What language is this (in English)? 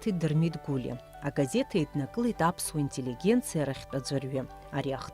Abkhazian